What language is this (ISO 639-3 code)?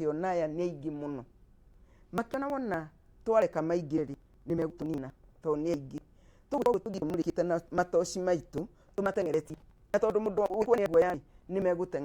kik